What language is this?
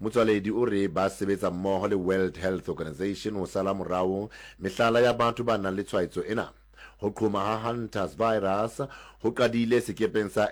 Southern Sotho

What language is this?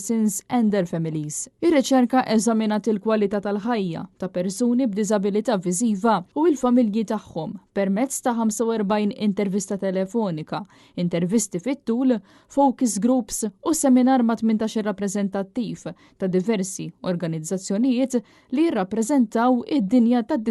Maltese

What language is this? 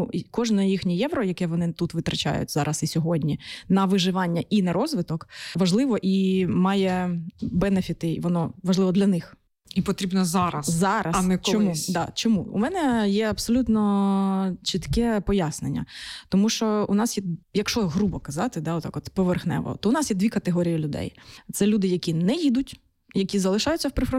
Ukrainian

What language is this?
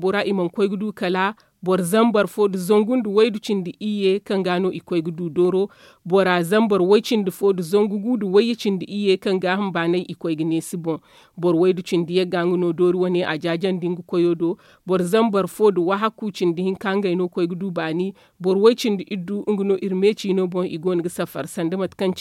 Zarma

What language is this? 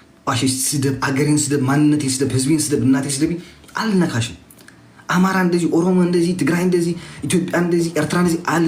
Amharic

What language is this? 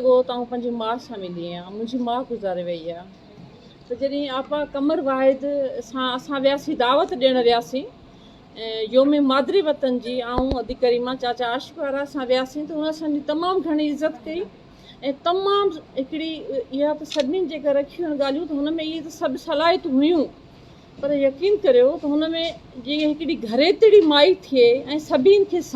Sindhi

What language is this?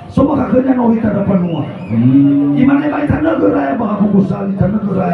Nias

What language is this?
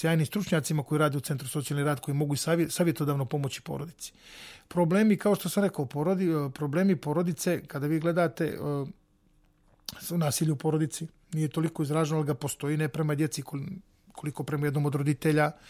Serbian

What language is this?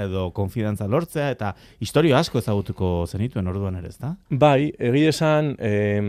Basque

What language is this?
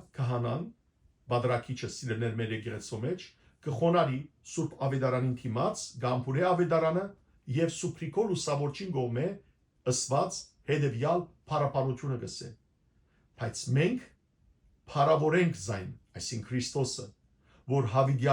Western Armenian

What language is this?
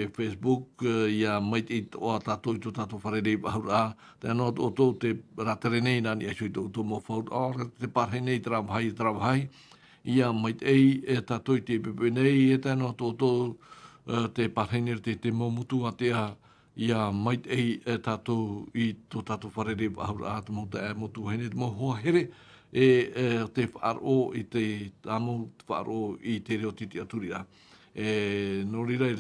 Tahitian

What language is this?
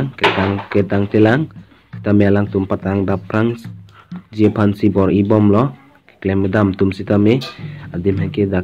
Karbi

